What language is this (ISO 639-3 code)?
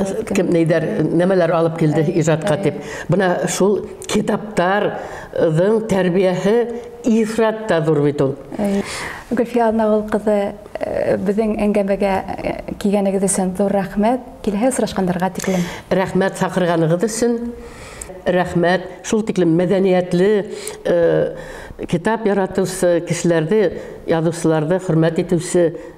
bak